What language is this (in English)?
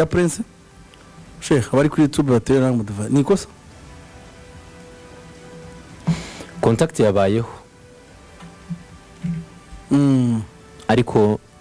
Kinyarwanda